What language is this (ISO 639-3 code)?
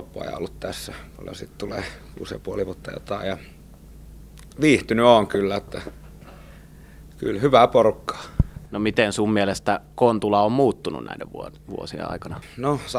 fin